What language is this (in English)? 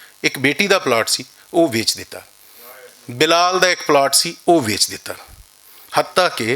Western Panjabi